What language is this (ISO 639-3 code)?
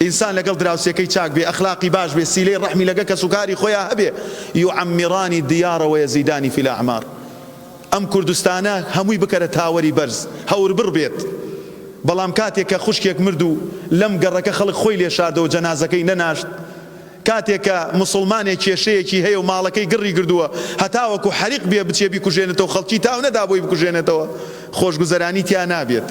ckb